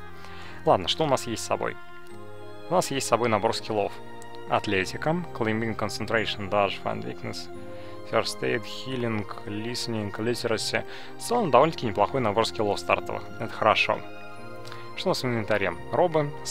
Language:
Russian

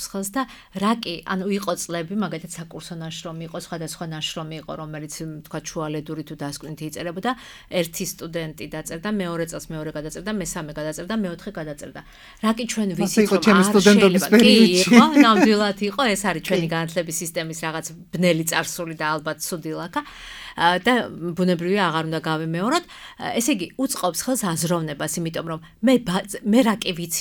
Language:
Georgian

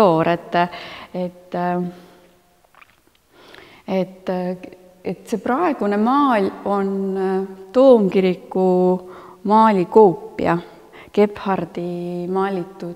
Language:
Estonian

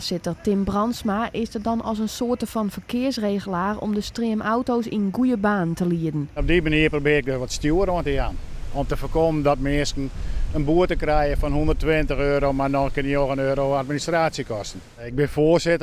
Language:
Western Frisian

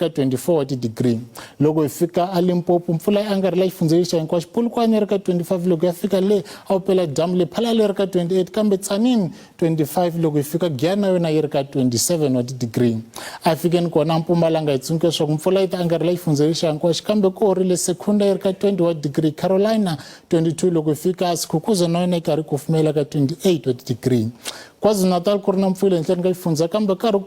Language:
Tsonga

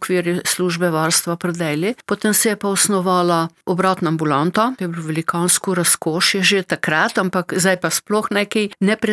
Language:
Slovenian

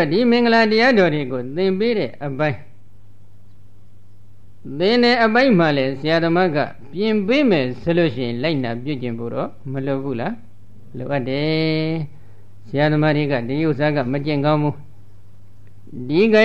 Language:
Burmese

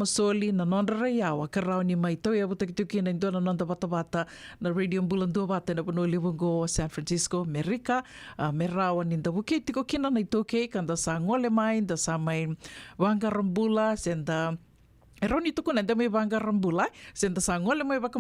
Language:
Fijian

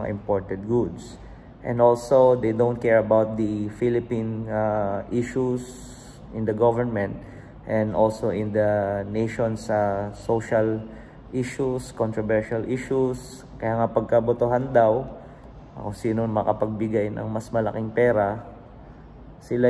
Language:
Filipino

